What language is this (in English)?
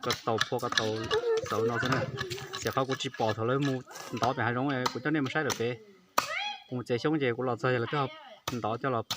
Hmong